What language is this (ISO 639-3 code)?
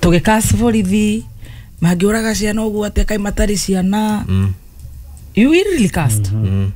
kik